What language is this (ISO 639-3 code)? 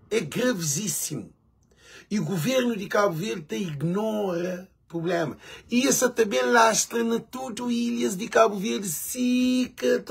kea